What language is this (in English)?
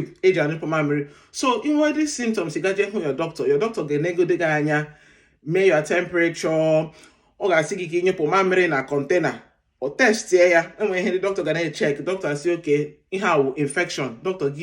Igbo